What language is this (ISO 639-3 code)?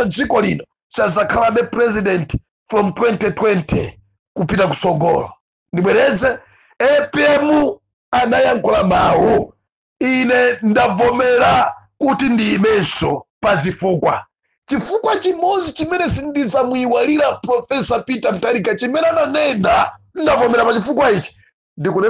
nya